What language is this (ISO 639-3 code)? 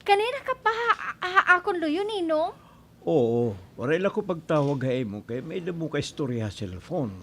war